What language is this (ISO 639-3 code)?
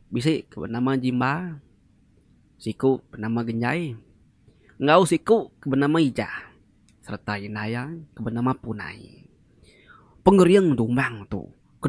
iba